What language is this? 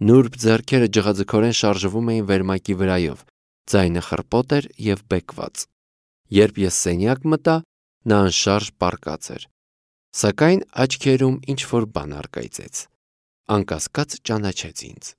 Armenian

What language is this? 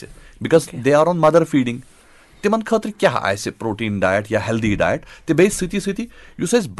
Kashmiri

